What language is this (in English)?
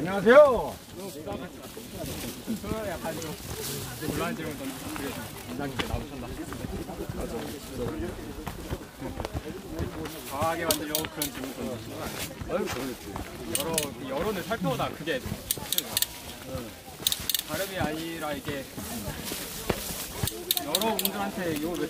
Korean